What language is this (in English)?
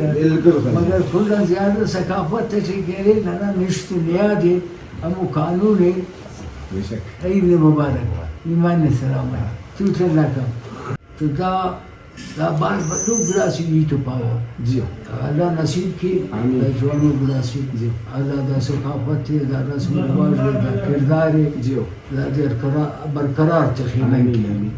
Brahui